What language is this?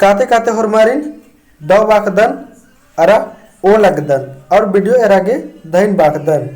Kurukh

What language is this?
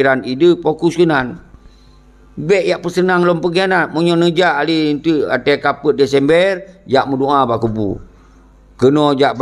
Achinese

